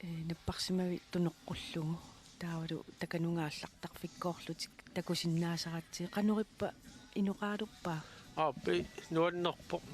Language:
Kalaallisut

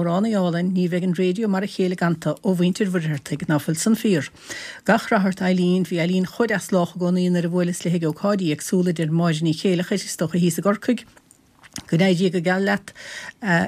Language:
Irish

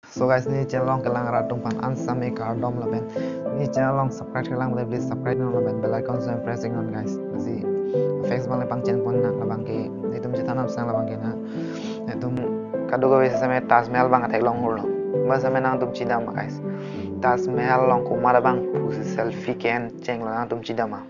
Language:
Karbi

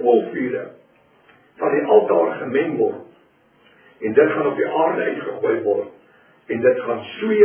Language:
Afrikaans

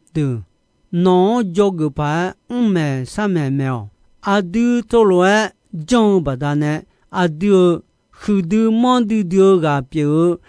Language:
Akha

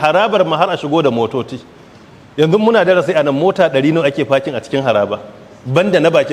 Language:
Hausa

